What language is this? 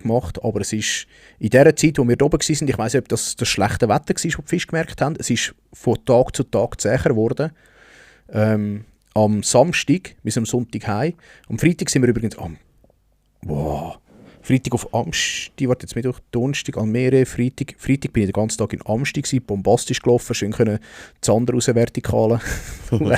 Swiss German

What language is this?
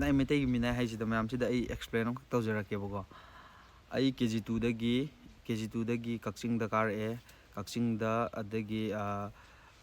Manipuri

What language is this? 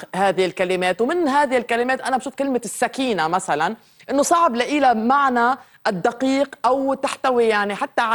North Levantine Arabic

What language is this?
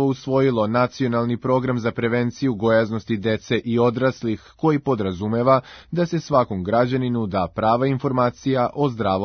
Serbian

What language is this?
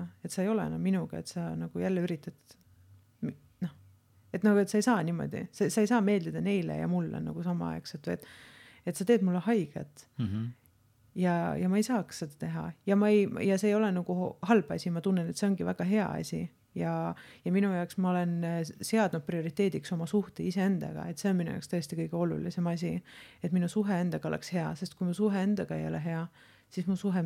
Estonian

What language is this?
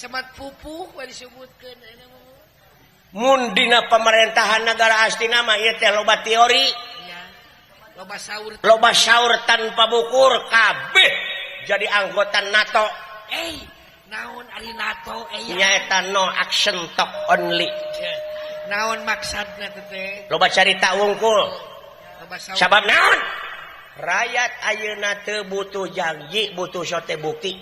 Sundanese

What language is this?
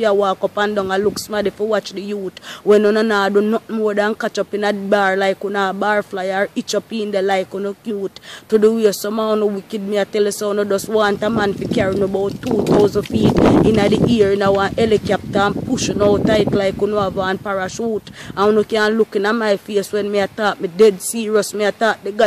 Jamaican Creole English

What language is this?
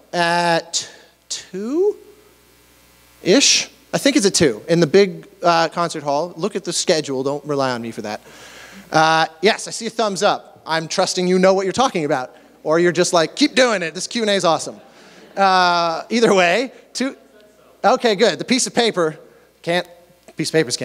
English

